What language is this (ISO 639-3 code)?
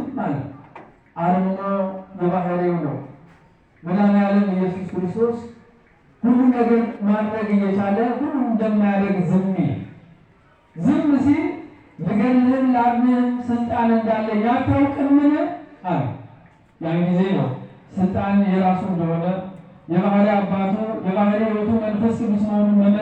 amh